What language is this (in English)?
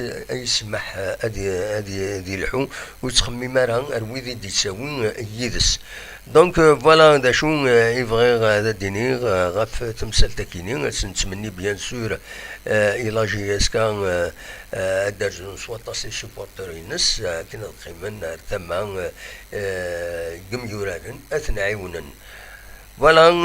Kabyle